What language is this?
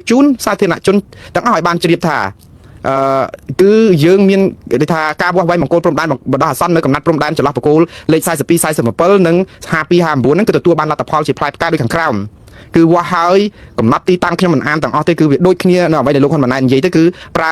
Khmer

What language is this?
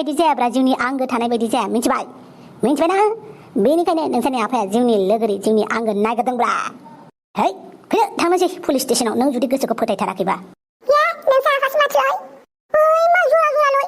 Bodo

